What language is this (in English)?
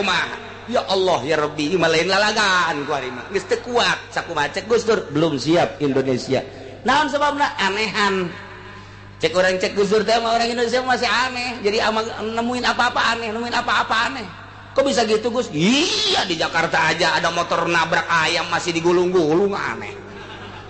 Sundanese